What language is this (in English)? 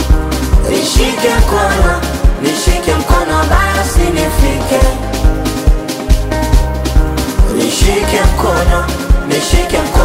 Swahili